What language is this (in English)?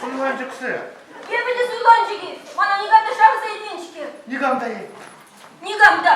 Chuvash